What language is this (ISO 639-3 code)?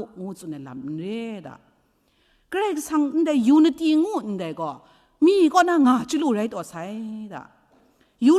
kac